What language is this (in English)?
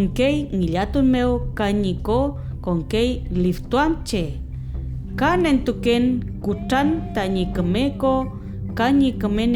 Mapuche